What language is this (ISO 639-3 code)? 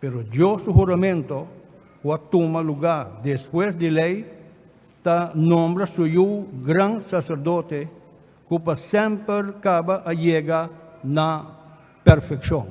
pap